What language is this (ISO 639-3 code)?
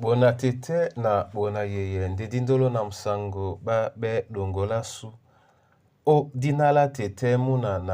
dua